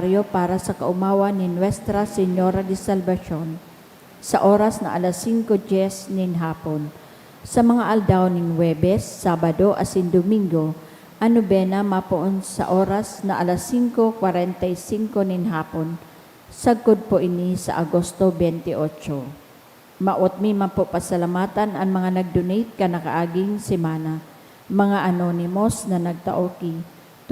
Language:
Bikol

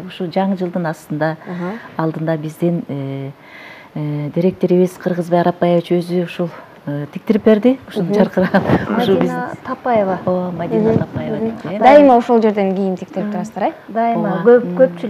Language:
Kyrgyz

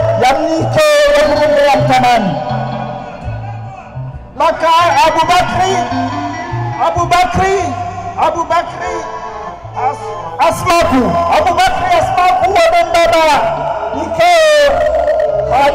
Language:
Swahili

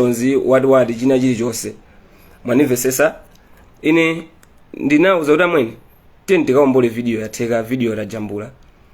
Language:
Nyanja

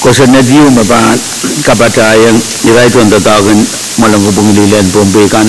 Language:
Pohnpeian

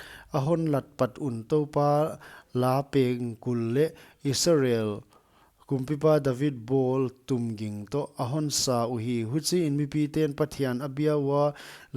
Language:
Paite Chin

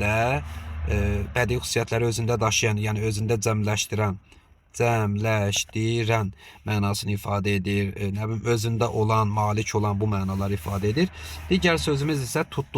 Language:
Azerbaijani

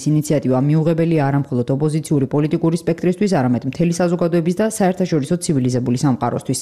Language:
Georgian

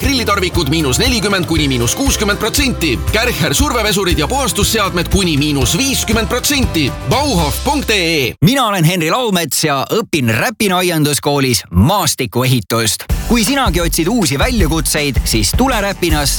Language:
Estonian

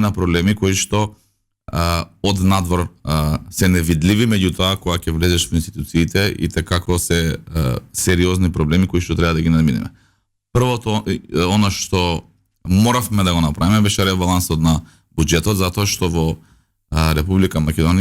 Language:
Macedonian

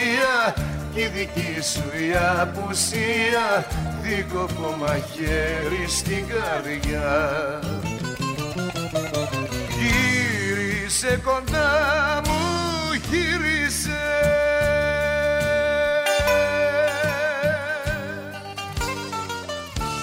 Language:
Greek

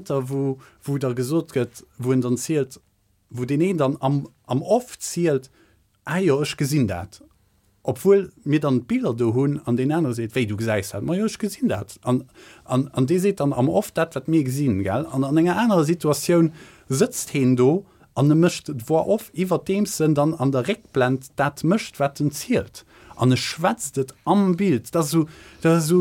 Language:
Luxembourgish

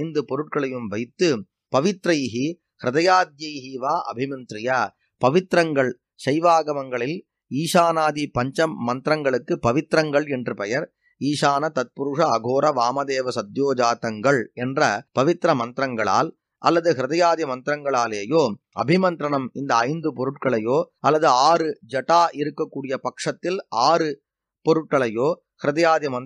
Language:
Tamil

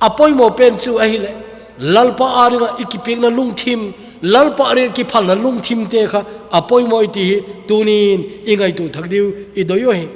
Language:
Thado Chin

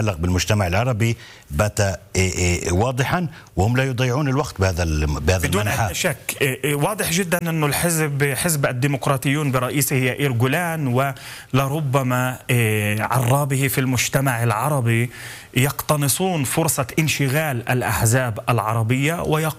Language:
Arabic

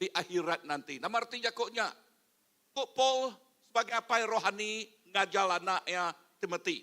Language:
Iban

